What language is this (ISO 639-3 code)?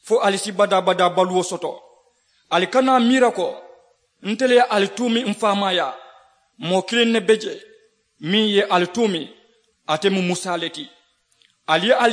man